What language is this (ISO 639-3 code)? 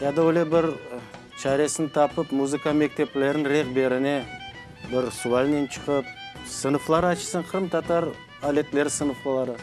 crh